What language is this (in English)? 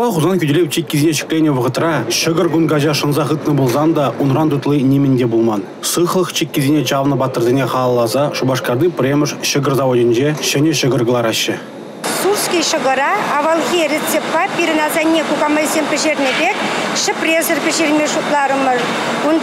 Chuvash